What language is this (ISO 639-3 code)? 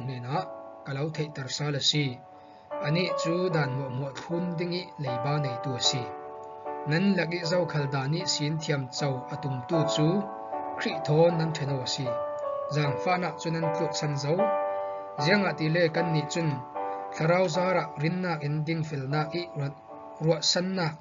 cfm